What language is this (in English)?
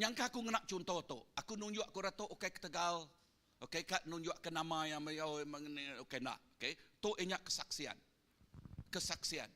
Iban